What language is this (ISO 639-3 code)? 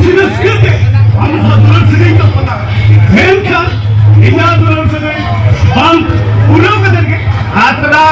sat